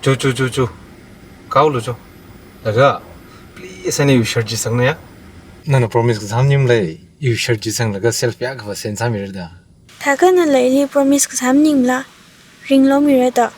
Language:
Tangkhul Naga (India)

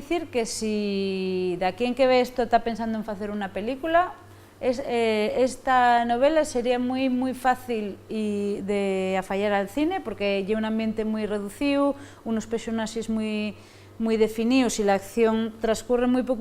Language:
Asturian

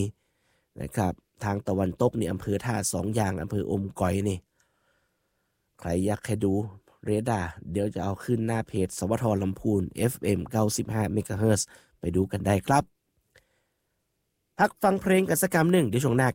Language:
Thai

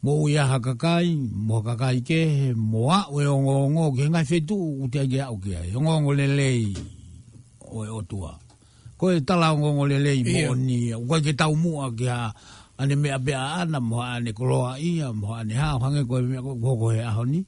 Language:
Tongan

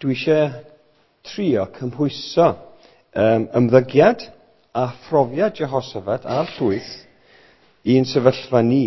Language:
Welsh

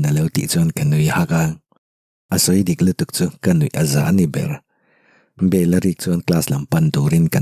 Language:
Mizo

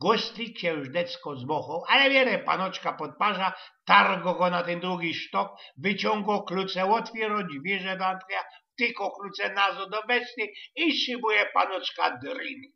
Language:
Silesian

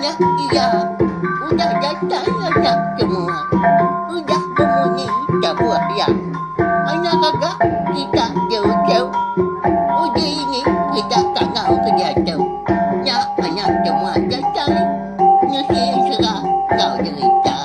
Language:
Iban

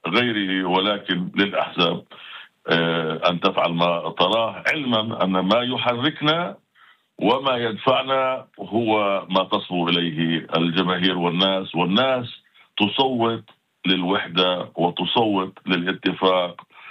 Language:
Arabic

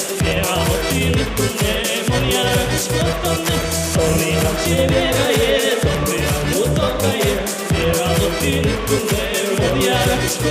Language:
Udmurt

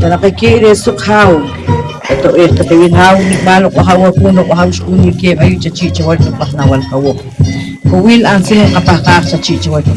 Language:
Poqomchi'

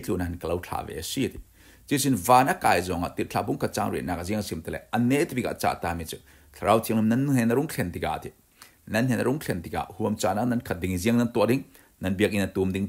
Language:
Falam Chin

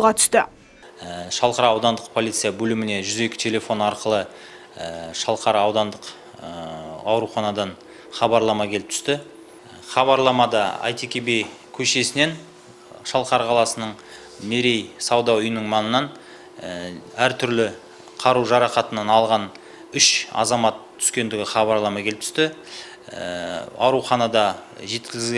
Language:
Kazakh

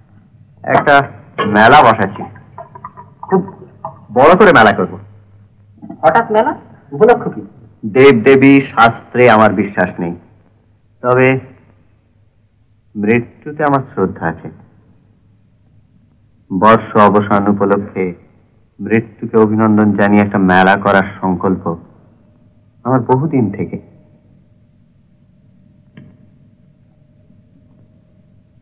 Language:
Bangla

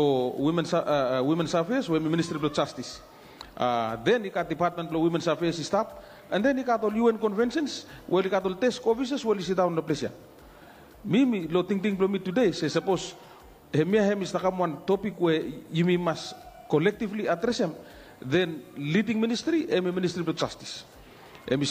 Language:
Bislama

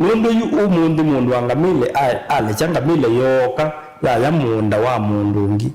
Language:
Kamba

